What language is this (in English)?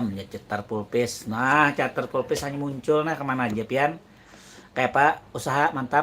Banjar